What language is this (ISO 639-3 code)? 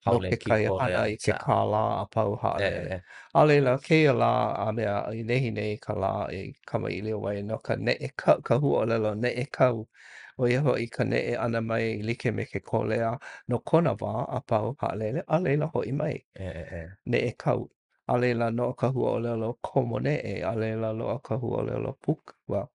haw